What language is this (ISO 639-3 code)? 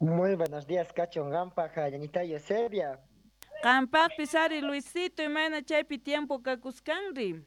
quh